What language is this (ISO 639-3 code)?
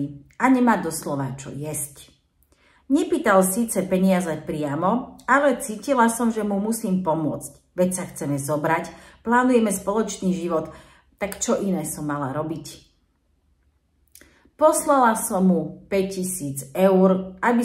slk